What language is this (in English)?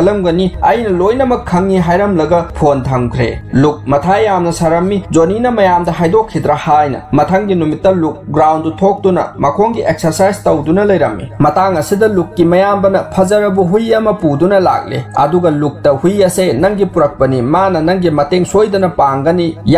Manipuri